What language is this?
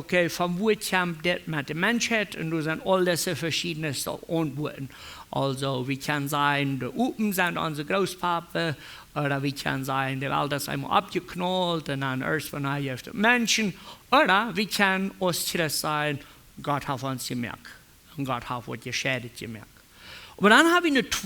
Plautdietsch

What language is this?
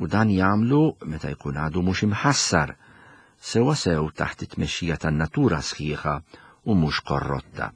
Maltese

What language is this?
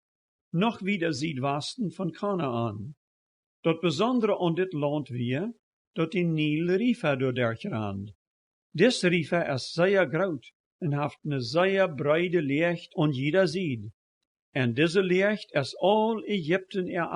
Plautdietsch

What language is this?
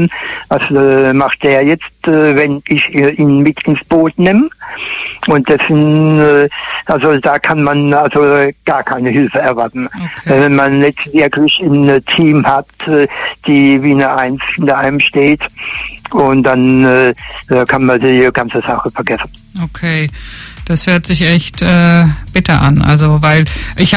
German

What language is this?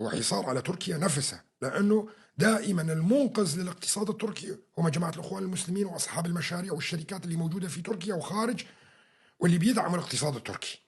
North Levantine Arabic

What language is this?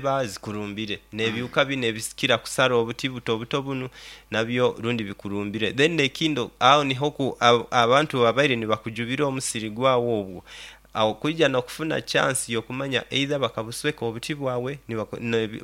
Nyoro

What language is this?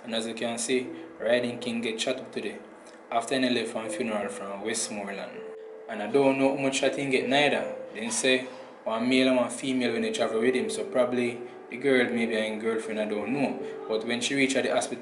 Jamaican Creole English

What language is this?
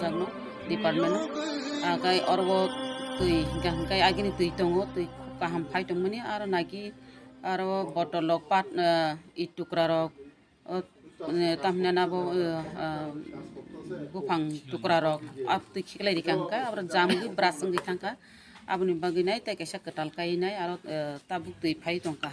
Kok Borok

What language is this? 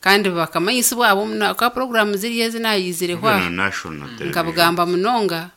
Nyankole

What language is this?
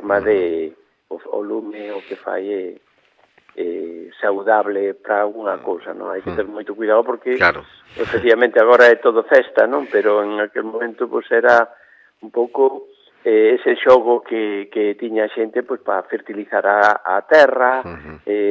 Galician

